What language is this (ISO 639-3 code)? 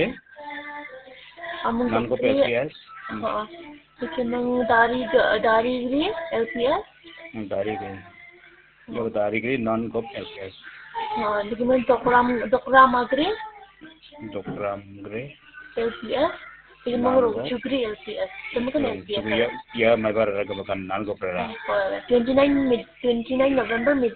kha